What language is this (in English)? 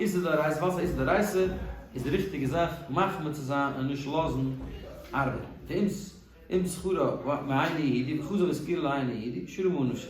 Yiddish